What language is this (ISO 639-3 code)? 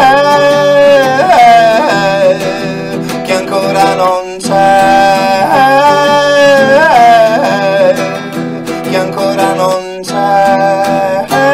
ita